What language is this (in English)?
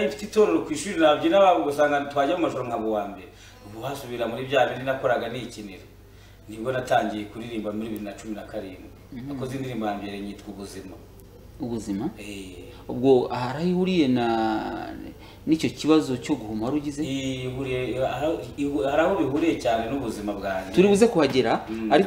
Kinyarwanda